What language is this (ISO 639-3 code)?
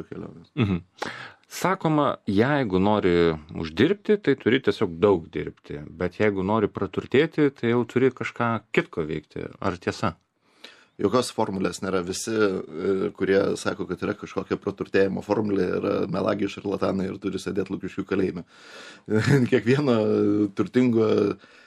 lit